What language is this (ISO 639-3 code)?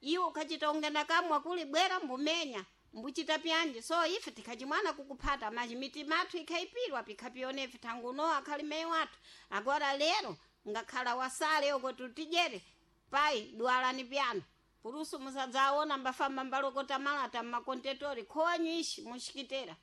seh